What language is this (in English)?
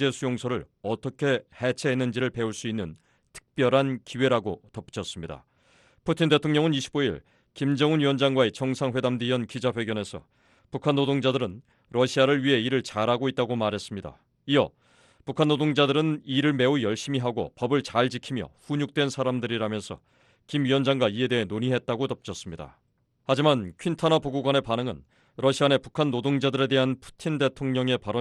Korean